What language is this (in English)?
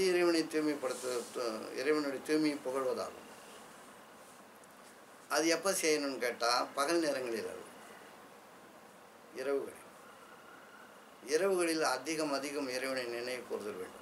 Tamil